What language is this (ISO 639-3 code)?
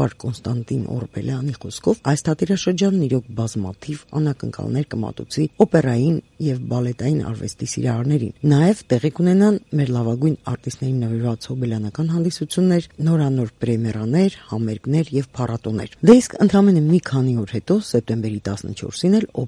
hye